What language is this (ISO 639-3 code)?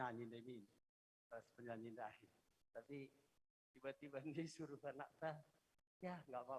btx